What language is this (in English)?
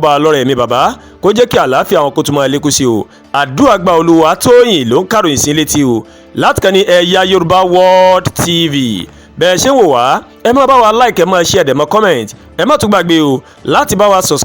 Yoruba